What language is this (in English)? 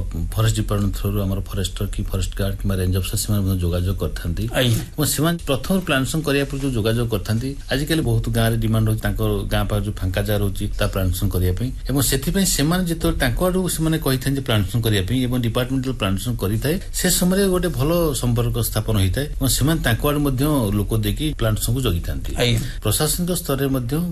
Odia